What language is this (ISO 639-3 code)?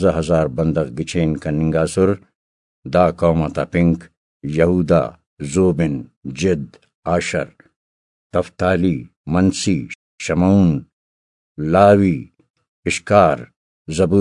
brh